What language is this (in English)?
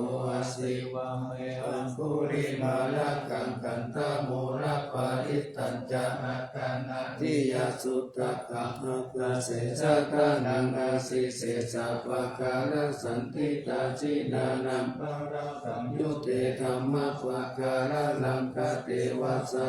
Pali